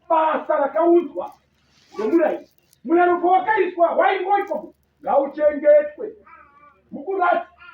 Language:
Shona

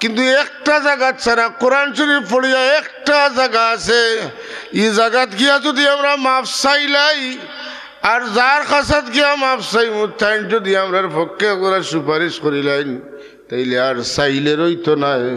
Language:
Sylheti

